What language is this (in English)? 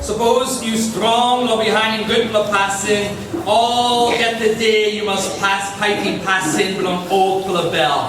Tok Pisin